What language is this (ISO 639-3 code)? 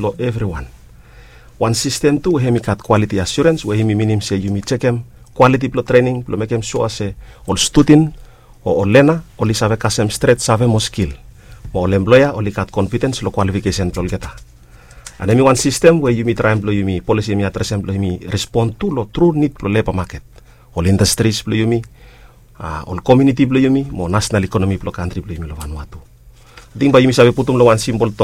bis